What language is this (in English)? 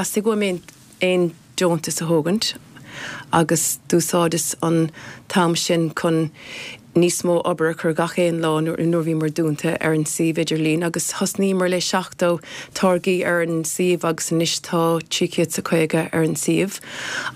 Irish